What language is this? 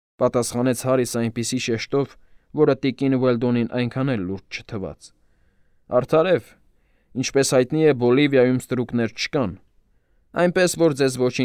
Armenian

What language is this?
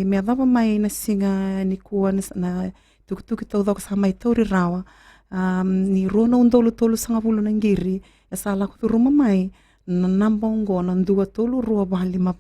Fijian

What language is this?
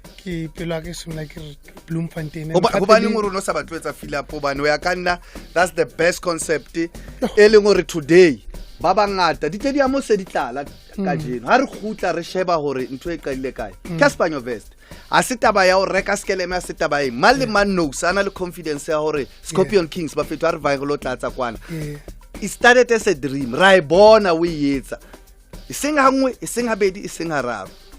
Southern Sotho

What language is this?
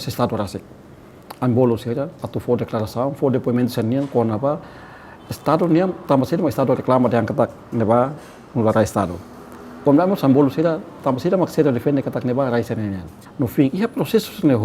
Tetum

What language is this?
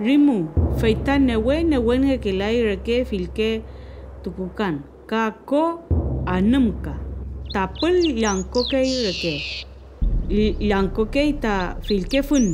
Mapuche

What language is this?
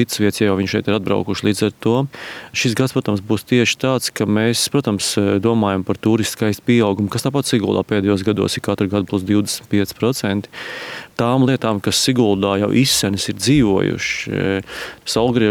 Latvian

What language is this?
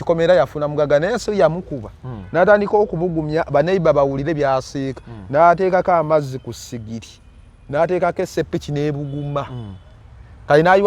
Ganda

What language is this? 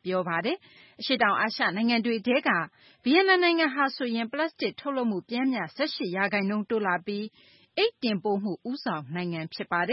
Burmese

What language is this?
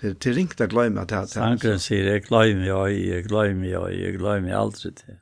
Faroese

